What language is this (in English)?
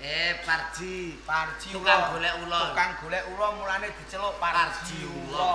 Javanese